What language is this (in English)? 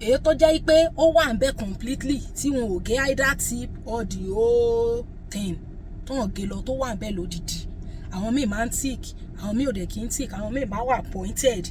Yoruba